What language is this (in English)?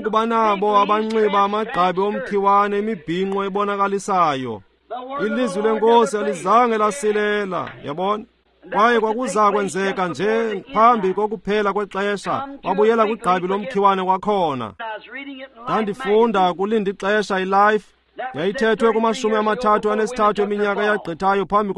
Xhosa